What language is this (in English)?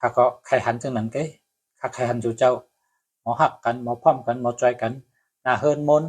Shan